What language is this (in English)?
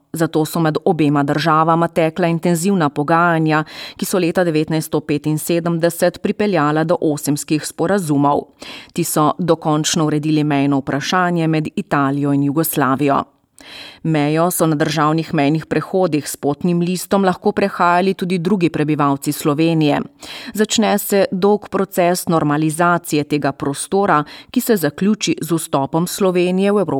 Slovenian